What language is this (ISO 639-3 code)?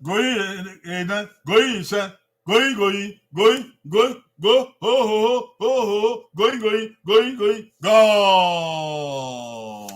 bin